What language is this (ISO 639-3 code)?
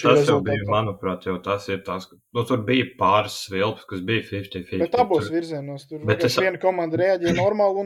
lav